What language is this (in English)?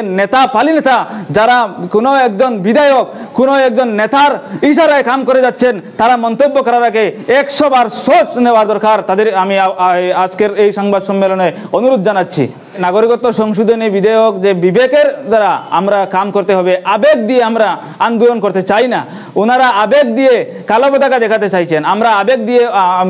Bangla